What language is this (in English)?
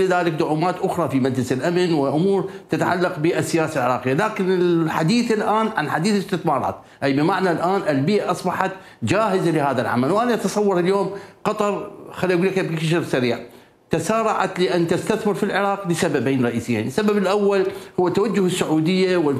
Mesopotamian Arabic